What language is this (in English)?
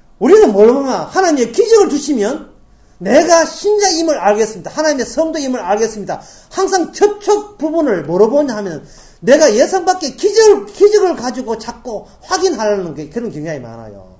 Korean